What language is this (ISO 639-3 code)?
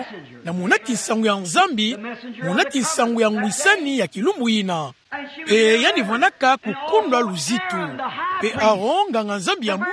ktu